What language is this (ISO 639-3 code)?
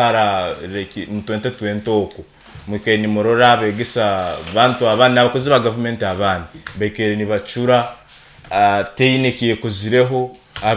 nyo